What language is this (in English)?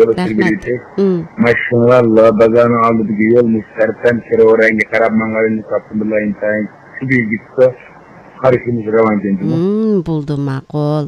Uyghur